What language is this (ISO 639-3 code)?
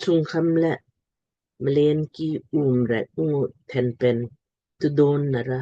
lmk